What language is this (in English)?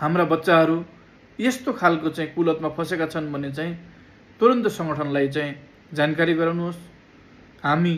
Nepali